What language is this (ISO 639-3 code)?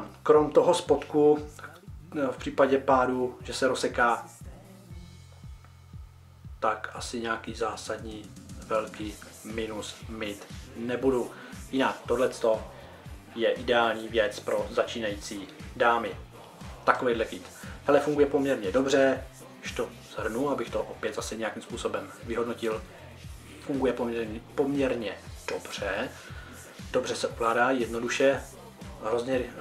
ces